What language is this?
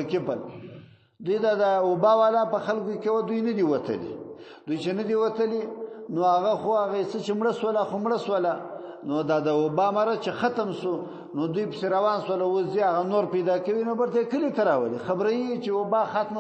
Pashto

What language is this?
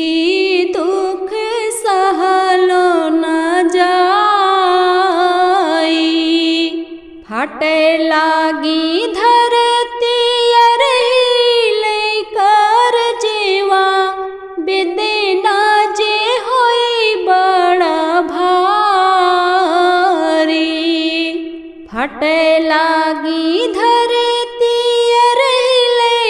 Bhojpuri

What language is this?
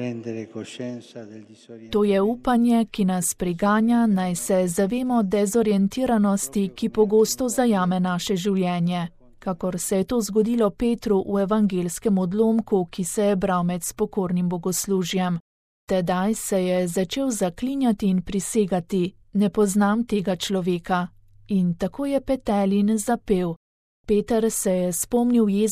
Slovenian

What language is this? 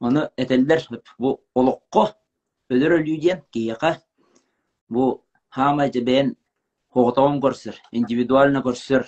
Yakut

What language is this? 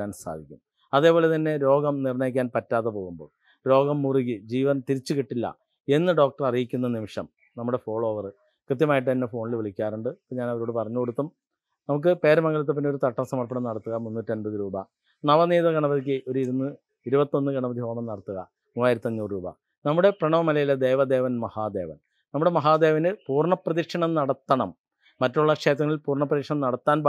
Malayalam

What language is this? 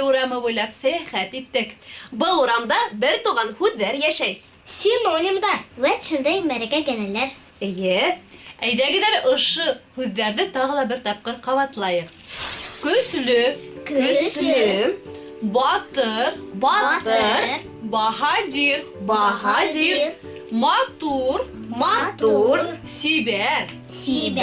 Bashkir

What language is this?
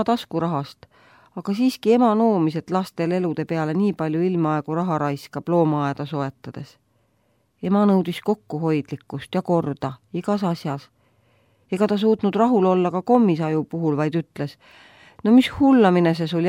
Estonian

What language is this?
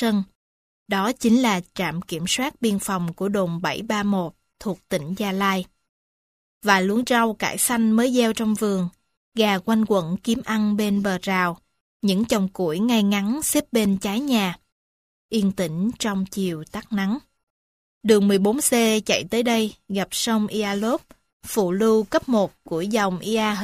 Vietnamese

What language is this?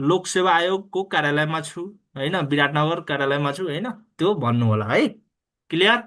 Nepali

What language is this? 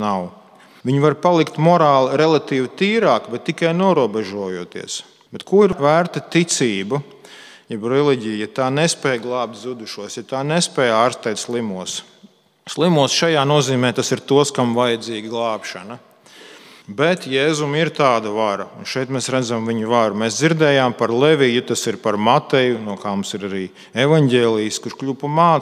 Latvian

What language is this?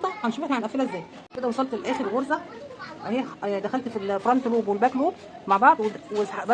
Egyptian Arabic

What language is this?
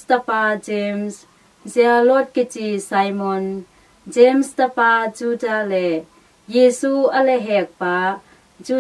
Tedim Chin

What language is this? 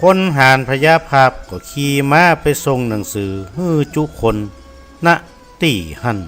Northern Thai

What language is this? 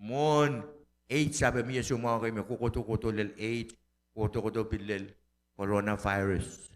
Pohnpeian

